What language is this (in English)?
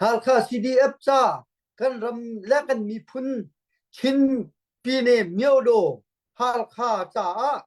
Hakha Chin